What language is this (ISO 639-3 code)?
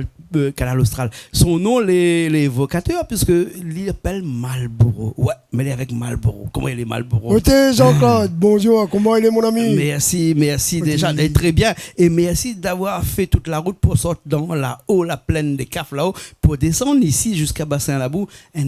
rcf